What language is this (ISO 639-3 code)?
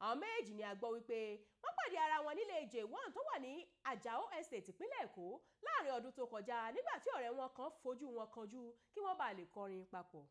yor